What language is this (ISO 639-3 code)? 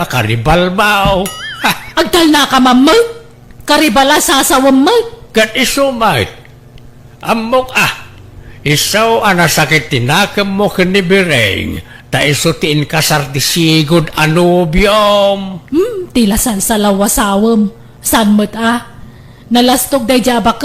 ilo